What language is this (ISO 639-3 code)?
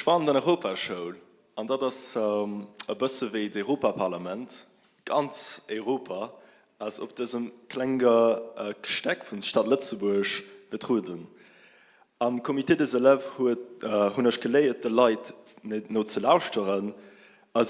ltz